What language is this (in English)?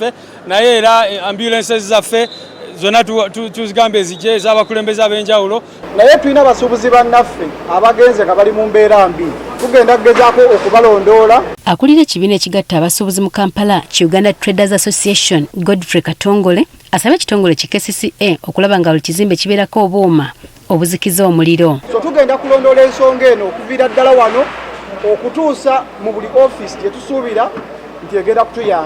Ganda